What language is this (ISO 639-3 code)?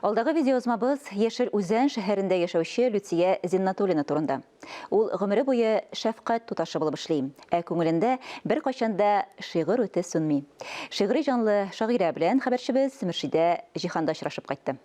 tat